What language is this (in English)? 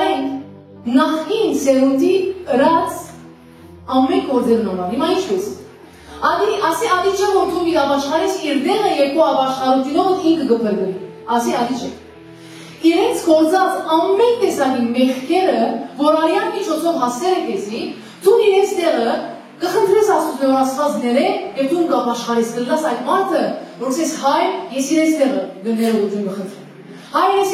Western Armenian